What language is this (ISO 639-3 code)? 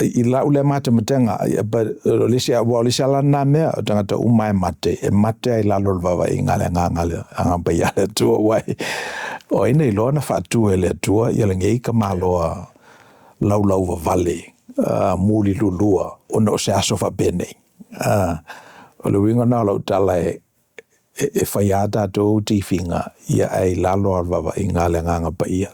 smo